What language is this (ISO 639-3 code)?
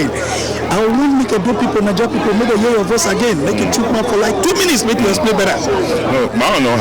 pcm